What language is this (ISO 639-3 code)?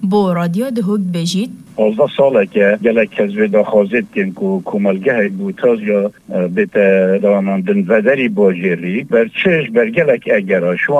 kur